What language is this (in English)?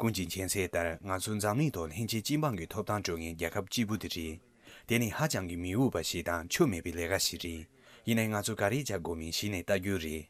Tibetan